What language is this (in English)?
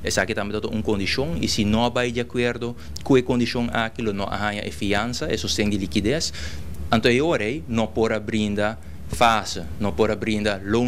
Papiamento